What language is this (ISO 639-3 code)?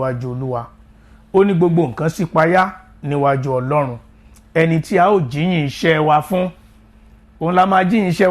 yor